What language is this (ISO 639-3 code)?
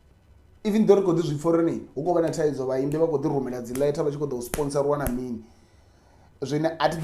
ven